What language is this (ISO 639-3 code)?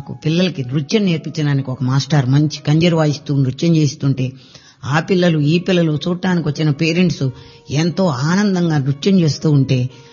tel